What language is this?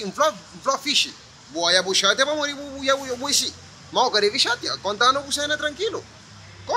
Kabuverdianu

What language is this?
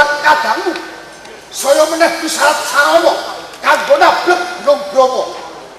Javanese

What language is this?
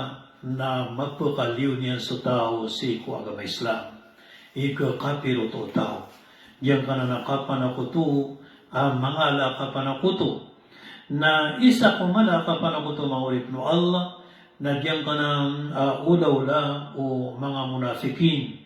Maranao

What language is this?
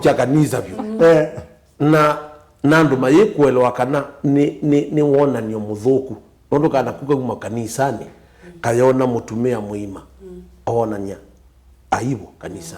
Kamba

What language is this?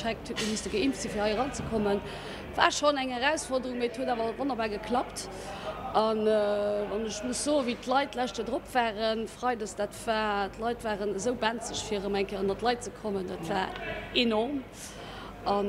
Luxembourgish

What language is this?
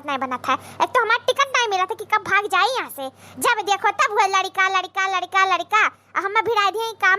Awadhi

